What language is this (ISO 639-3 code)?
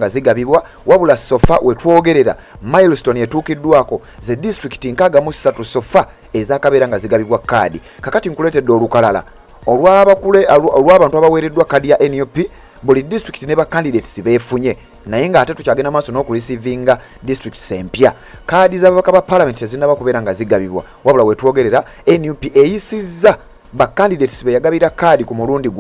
lug